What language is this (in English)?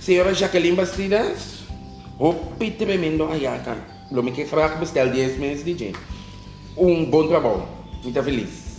Papiamento